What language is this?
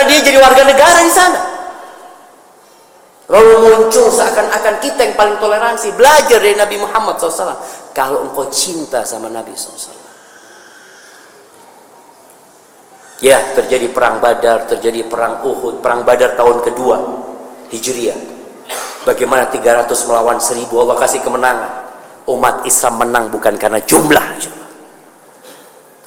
Indonesian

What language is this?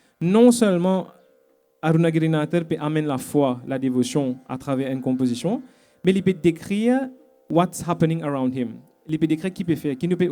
Morisyen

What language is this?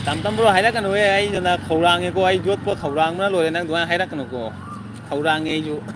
Manipuri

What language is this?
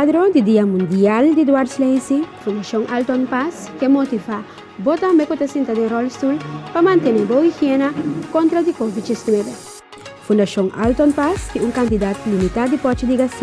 Papiamento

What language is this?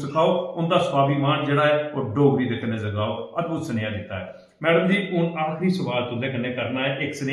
Dogri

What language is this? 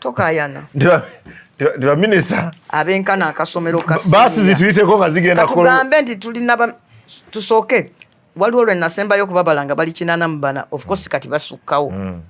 Ganda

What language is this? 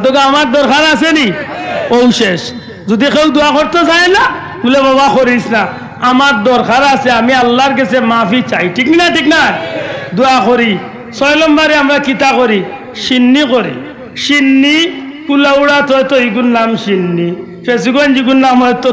Sylheti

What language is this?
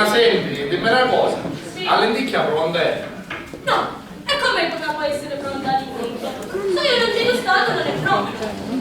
Sicilian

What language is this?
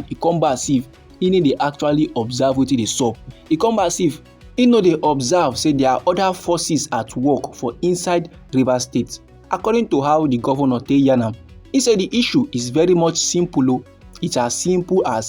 Nigerian Pidgin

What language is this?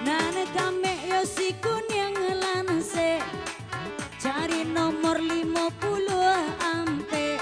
Minangkabau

